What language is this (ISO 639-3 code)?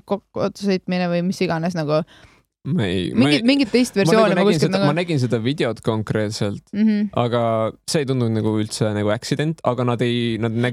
est